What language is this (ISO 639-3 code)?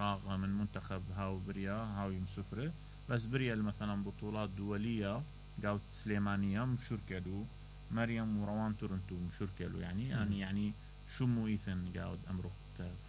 acm